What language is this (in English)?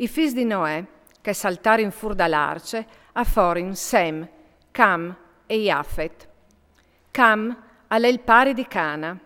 Friulian